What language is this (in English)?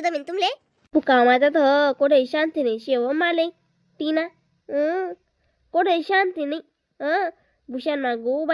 Khandesi